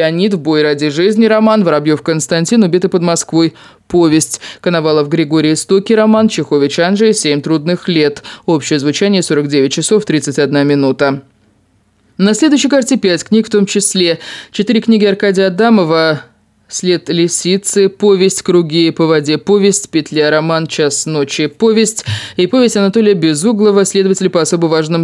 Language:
Russian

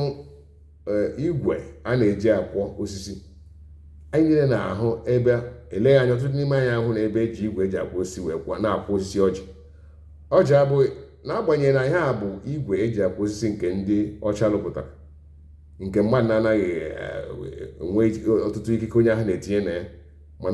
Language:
Igbo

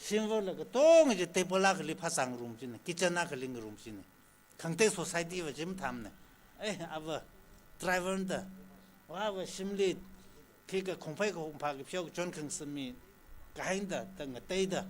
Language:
Tangkhul Naga (India)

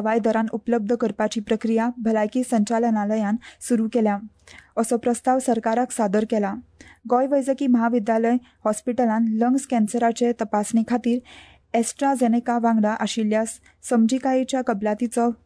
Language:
Konkani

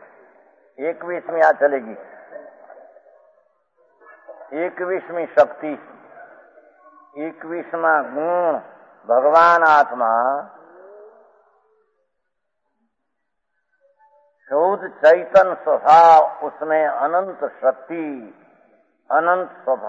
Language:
Hindi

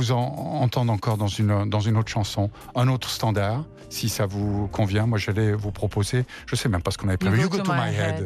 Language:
French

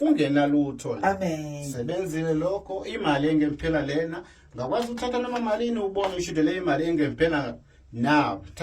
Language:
Zulu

